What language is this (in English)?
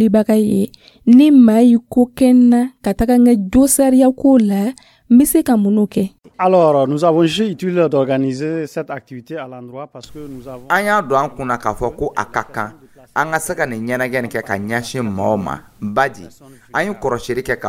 Dyula